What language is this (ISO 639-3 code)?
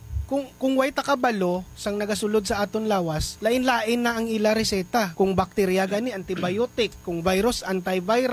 hil